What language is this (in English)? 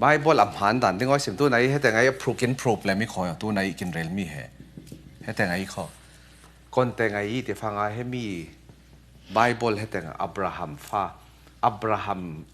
Falam Chin